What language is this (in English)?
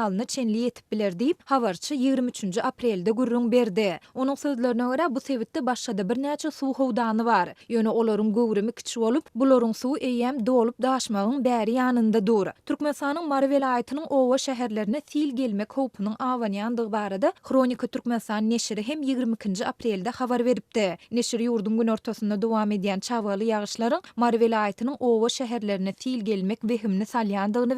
Turkmen